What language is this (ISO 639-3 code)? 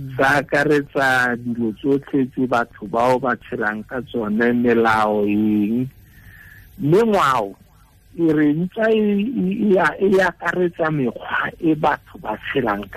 tsn